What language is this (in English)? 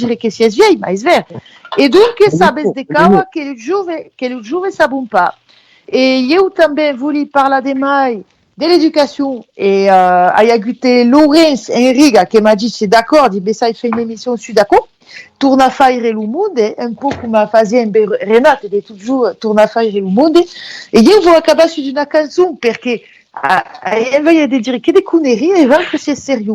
Occitan